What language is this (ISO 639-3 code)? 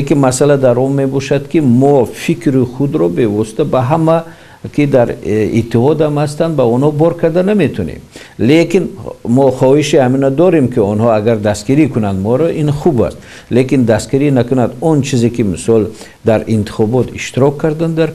tgk